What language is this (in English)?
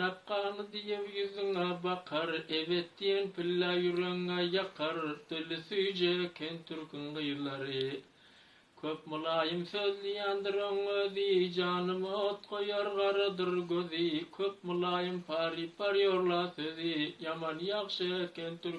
Turkmen